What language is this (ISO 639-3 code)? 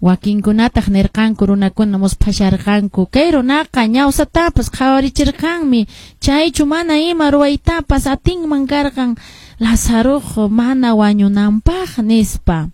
que